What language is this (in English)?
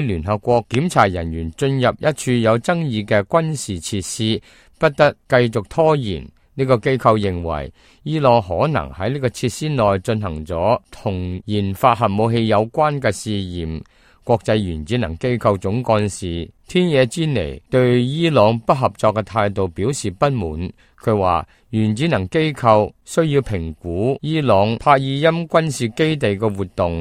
Cantonese